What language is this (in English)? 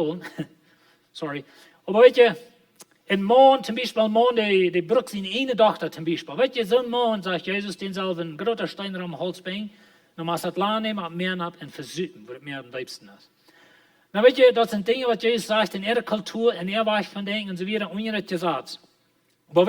Plautdietsch